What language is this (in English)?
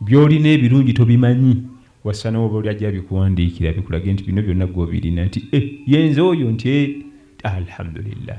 Ganda